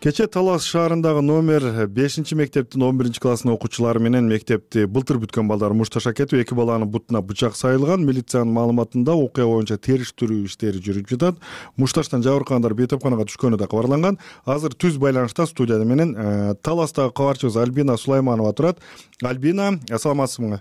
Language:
Kyrgyz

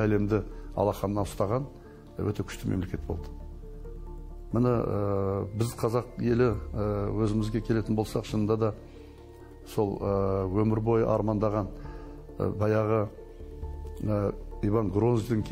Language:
Kazakh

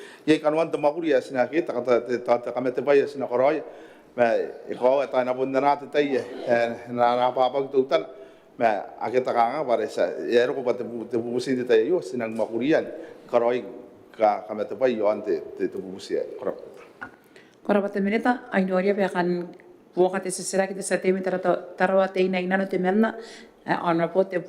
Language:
Gilbertese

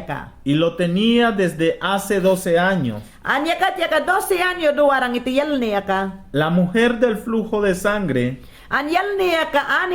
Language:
Mayangna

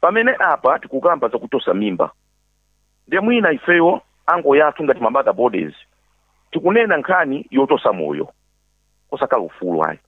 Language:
Nyanja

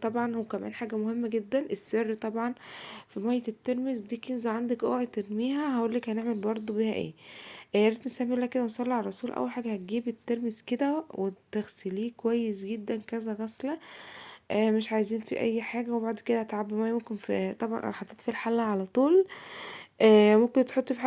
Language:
Egyptian Arabic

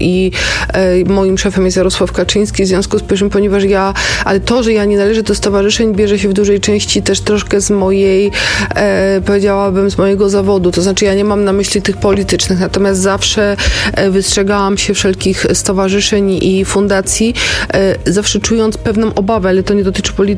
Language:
Polish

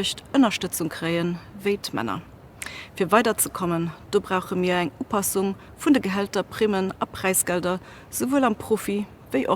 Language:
Luxembourgish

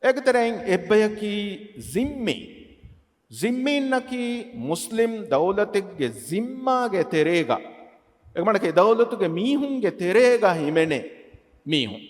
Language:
Divehi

